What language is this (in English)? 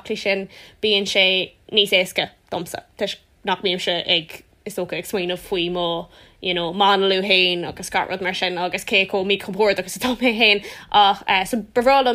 Irish